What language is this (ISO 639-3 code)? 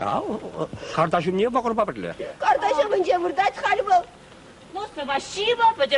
chv